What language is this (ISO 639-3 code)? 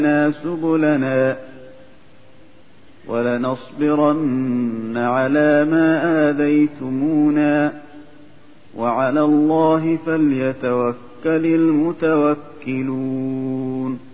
ara